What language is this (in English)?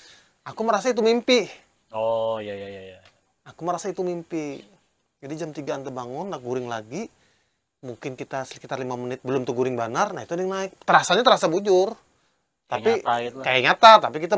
Banjar